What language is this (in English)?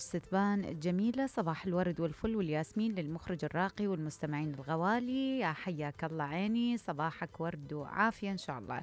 Mesopotamian Arabic